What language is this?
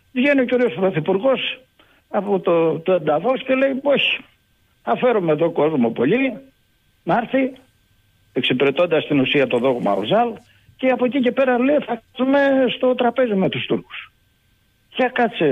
Greek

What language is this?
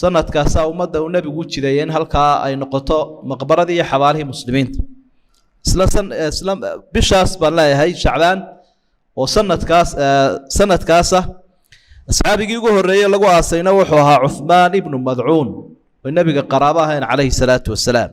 Somali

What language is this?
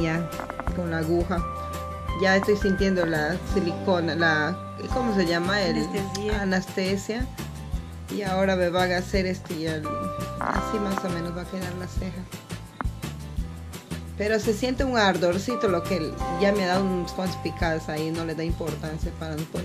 Spanish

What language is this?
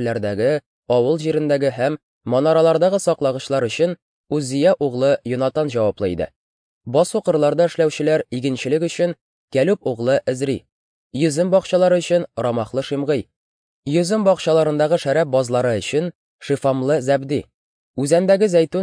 Tatar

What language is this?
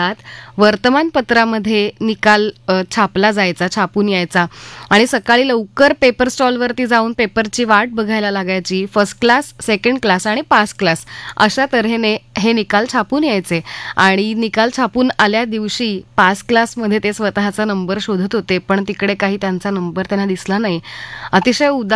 Marathi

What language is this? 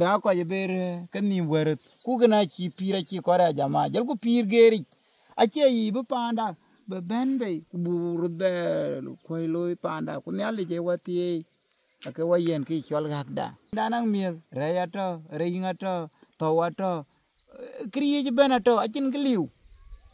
Dinka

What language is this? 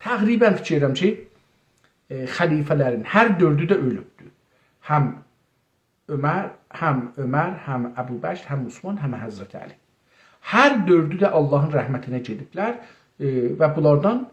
South Azerbaijani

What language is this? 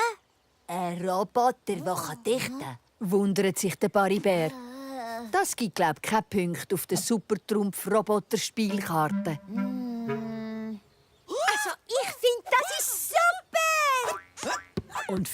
Swiss German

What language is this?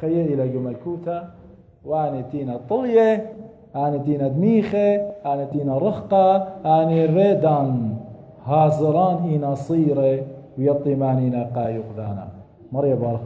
Assyrian Neo-Aramaic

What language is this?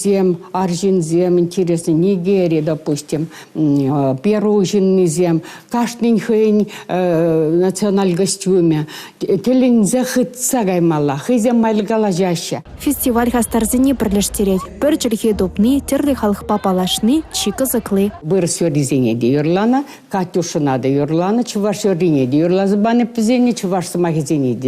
Chuvash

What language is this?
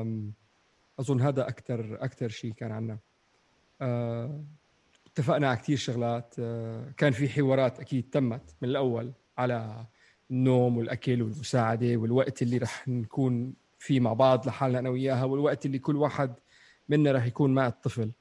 North Levantine Arabic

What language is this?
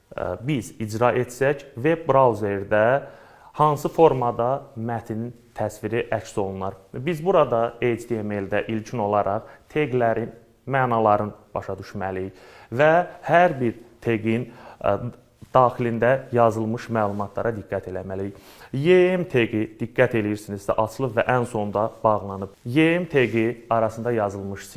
Azerbaijani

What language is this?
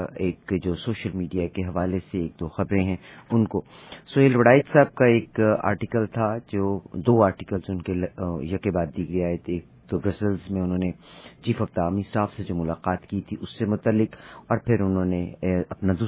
Urdu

